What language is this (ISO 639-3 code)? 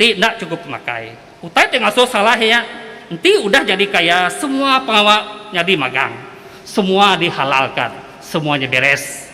iba